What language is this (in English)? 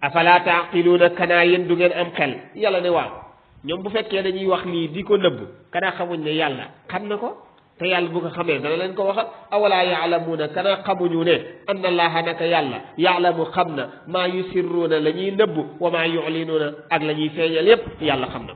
Wolof